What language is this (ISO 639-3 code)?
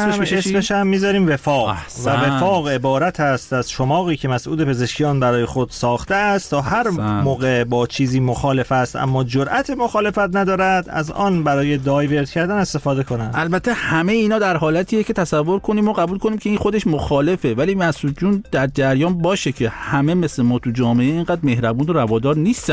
fas